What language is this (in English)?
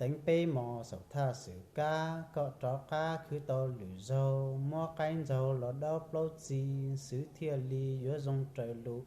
Hmong